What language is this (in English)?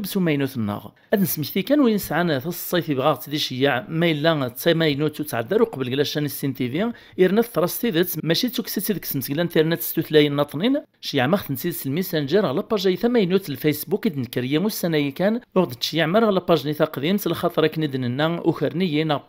Kabyle